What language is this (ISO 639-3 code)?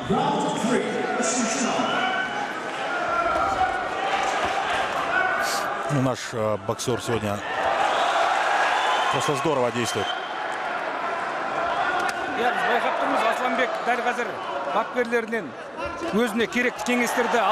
kaz